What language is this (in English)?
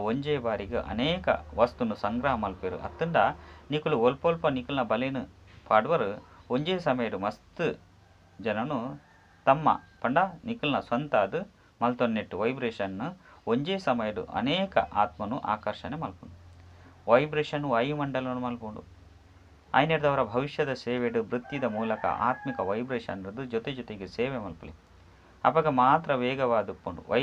Tulu